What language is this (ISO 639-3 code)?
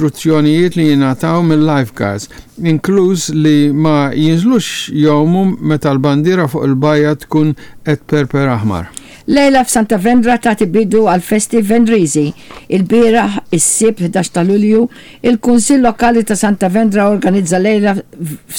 mlt